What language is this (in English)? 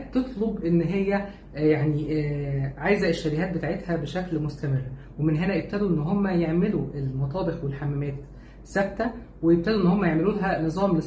Egyptian Arabic